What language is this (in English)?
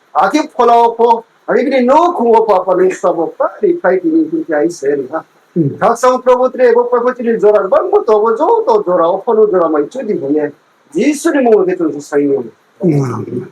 Riang (India)